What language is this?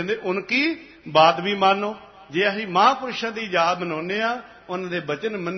Punjabi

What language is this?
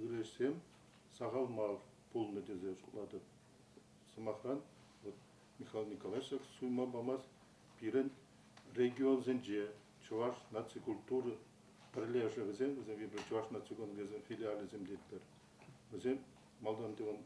Chuvash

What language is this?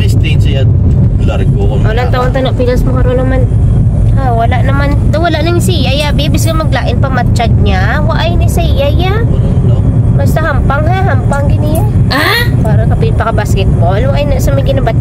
Hiligaynon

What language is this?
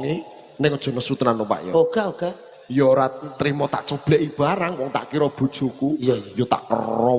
Javanese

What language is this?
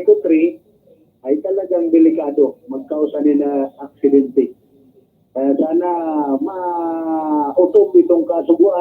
Bikol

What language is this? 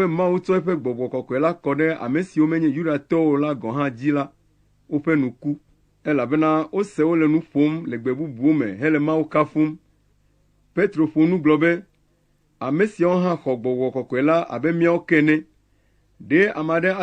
Ewe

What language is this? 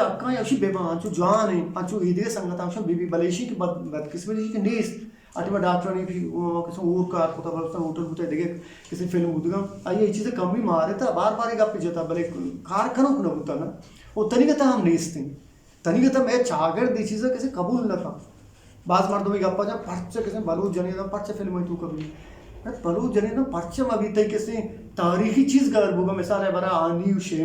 Eastern Balochi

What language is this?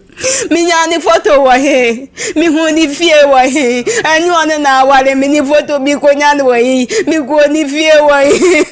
Akan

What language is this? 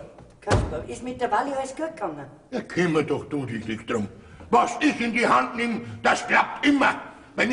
Bavarian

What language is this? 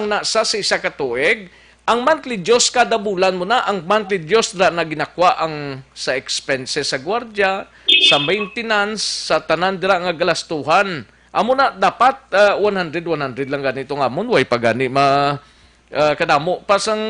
Hiligaynon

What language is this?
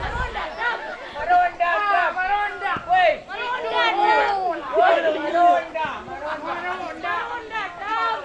Minangkabau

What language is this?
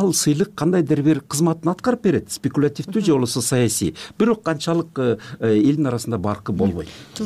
Kyrgyz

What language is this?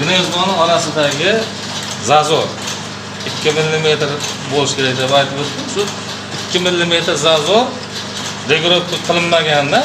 Uzbek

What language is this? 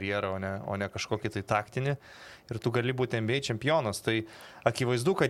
Lithuanian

